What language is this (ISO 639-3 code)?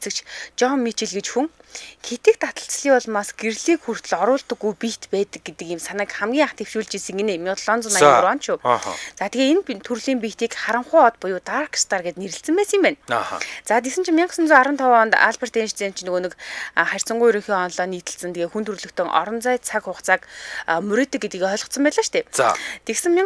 mon